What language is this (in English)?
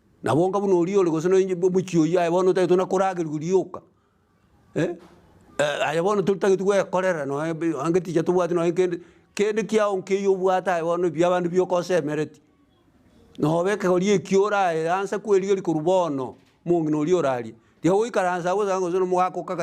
Gusii